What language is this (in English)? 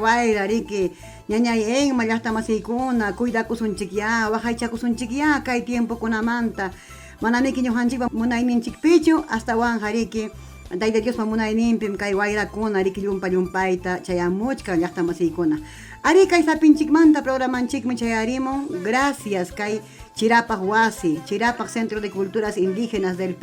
Ayacucho Quechua